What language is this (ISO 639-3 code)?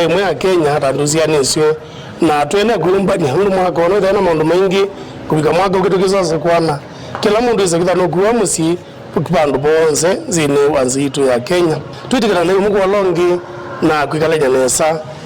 kam